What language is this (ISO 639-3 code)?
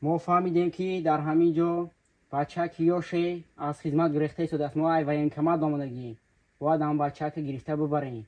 tgk